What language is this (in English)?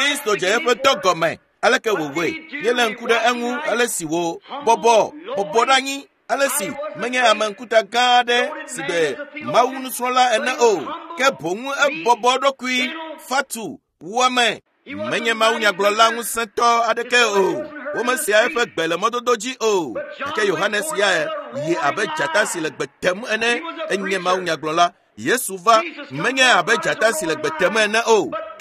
Ewe